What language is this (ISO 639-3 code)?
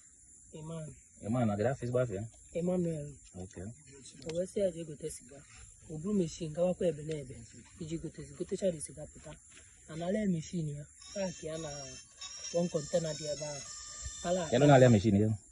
ibo